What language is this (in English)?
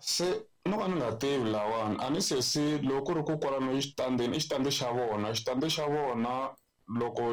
Tsonga